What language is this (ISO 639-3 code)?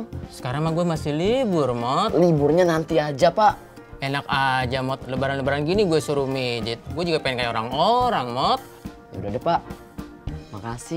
bew